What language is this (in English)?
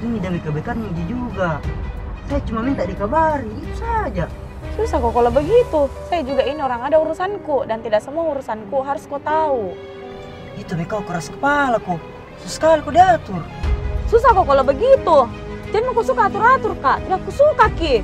Makassar Malay